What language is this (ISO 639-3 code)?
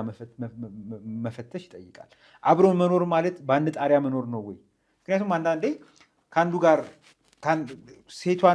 amh